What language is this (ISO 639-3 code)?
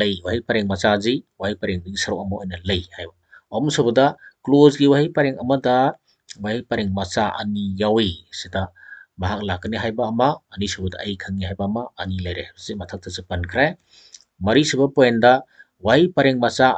mni